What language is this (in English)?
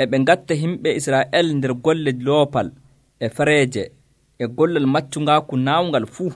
Nigerian Fulfulde